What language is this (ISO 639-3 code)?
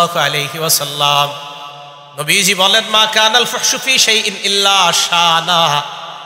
ben